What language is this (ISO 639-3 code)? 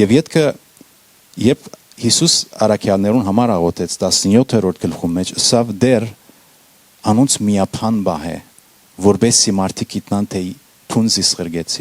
hyw